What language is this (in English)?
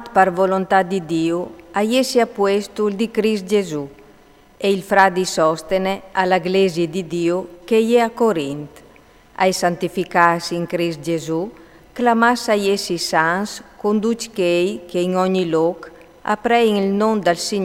Friulian